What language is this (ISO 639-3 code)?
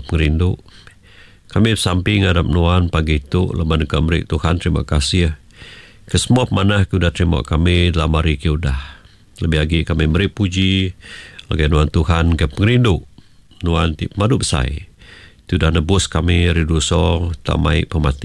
iba